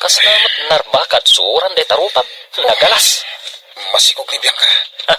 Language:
Iloko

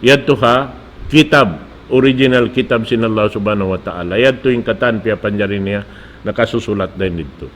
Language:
Tausug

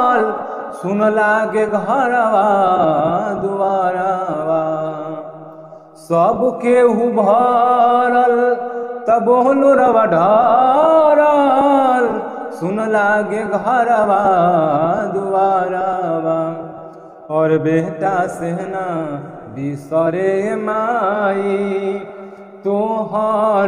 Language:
Bhojpuri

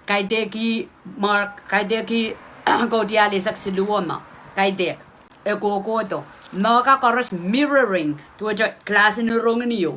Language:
Pohnpeian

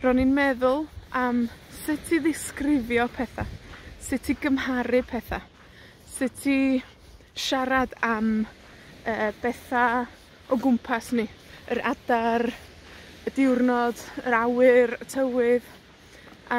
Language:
Welsh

